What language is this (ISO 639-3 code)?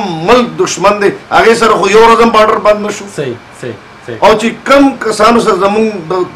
pus